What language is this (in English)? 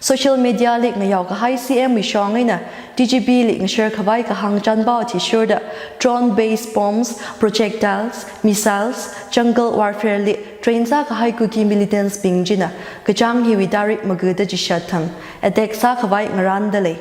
Tangkhul Naga (India)